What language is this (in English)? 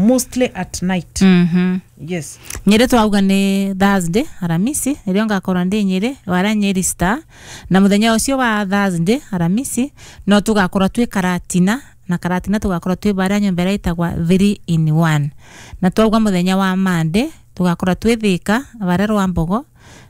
Kikuyu